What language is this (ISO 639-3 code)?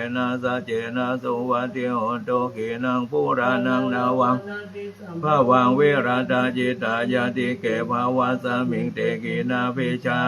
pli